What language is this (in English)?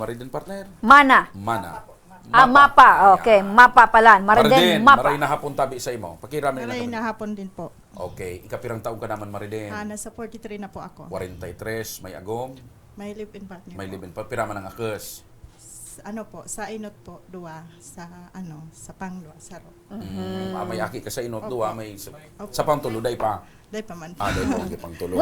Bikol